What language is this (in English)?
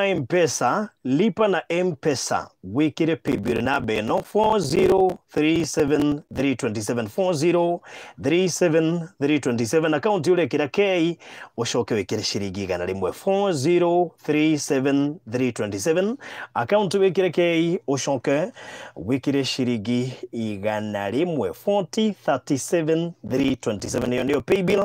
Kikuyu